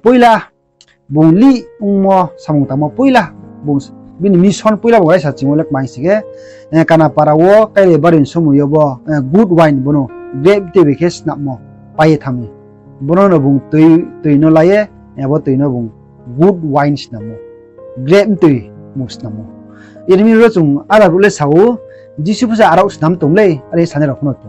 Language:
Riang (India)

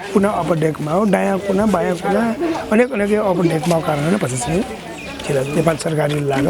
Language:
Newari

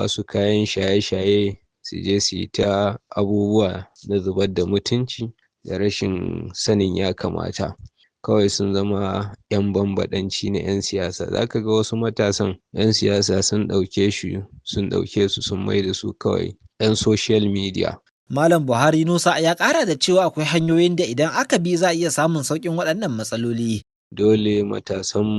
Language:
Hausa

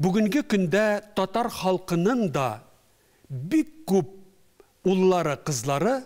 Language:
Tatar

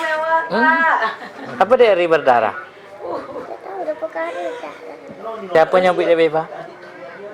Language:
Minangkabau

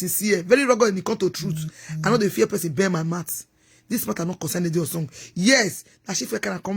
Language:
Nigerian Pidgin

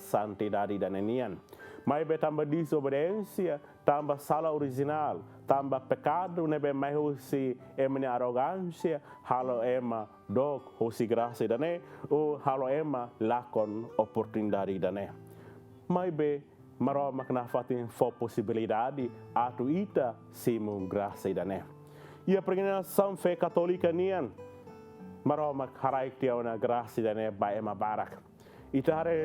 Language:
Tetum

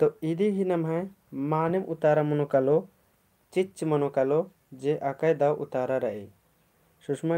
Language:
Kurukh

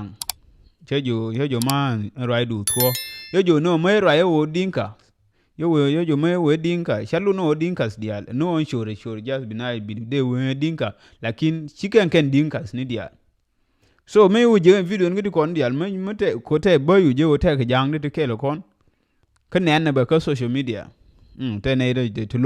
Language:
Nuer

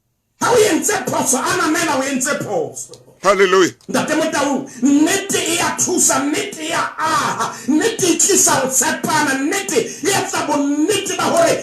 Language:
Southern Sotho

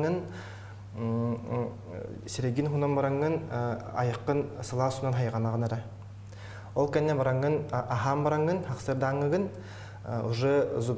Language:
Yakut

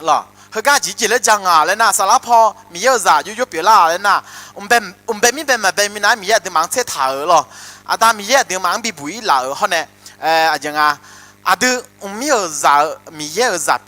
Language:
Akha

